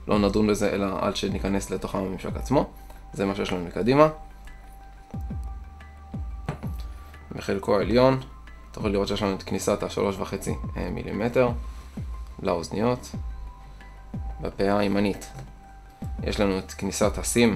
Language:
Hebrew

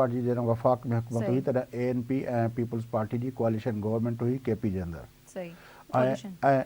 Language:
Sindhi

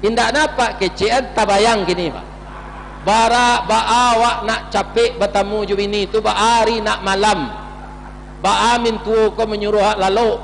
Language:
Minangkabau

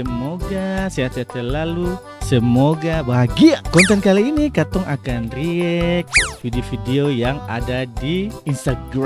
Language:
Ambonese Malay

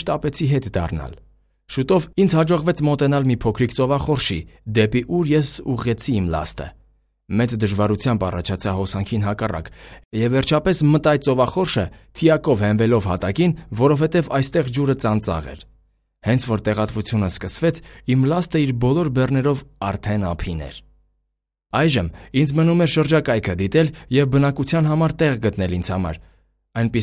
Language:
Armenian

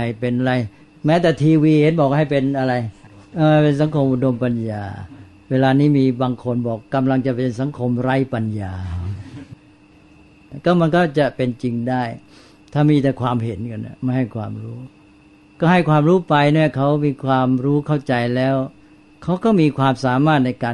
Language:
Thai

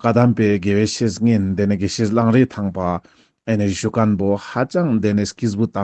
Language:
Ladakhi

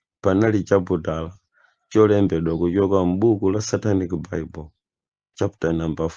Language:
Nyanja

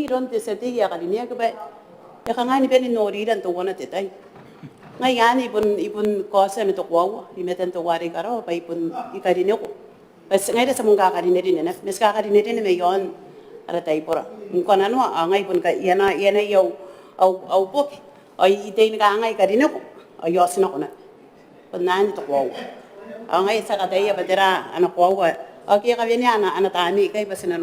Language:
Gilbertese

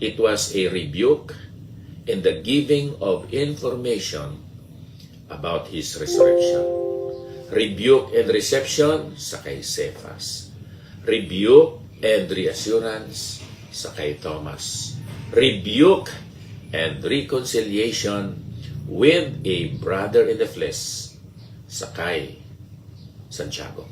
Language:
Hiligaynon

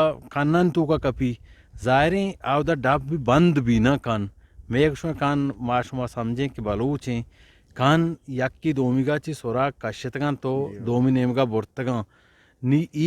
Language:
Eastern Balochi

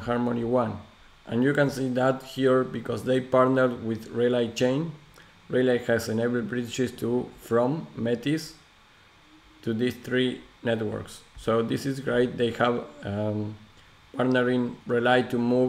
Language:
English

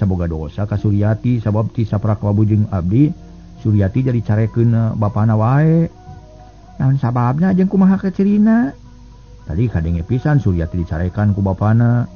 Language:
Sundanese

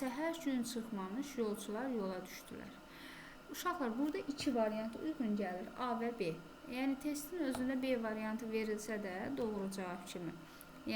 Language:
Azerbaijani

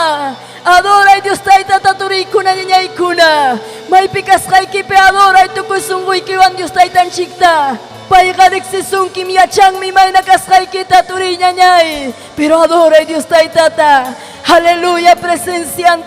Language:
Ayacucho Quechua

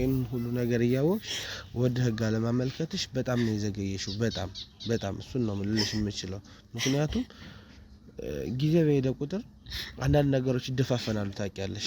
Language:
Amharic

